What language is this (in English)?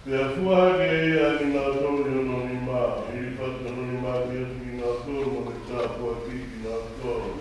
Tongan